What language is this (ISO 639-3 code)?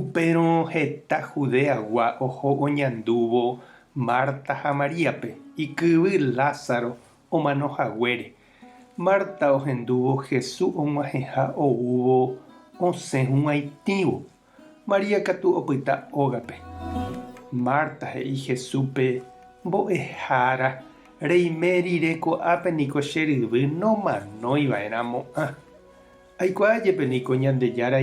grn